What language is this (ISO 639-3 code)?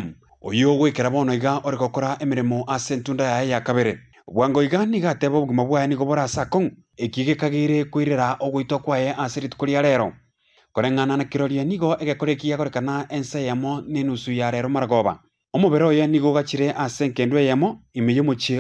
guz